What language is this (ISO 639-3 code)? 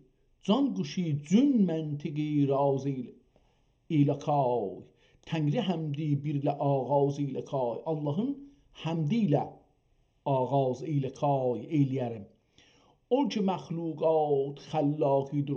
azb